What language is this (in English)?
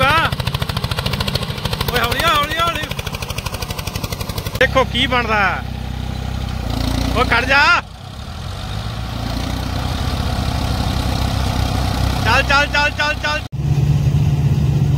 Punjabi